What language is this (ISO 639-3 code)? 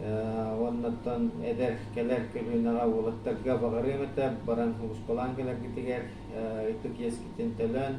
sah